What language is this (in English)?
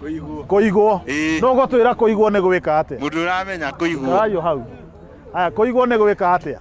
Kikuyu